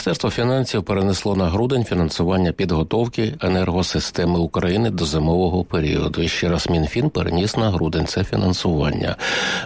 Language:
Ukrainian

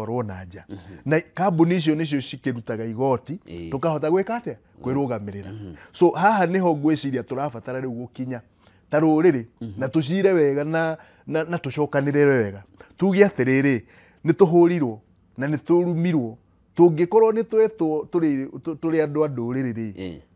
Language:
Kikuyu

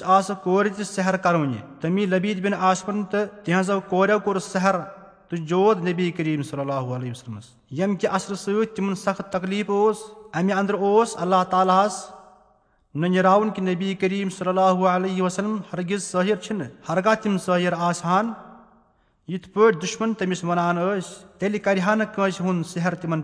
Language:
Kashmiri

